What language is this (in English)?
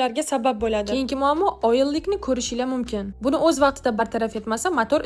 Uzbek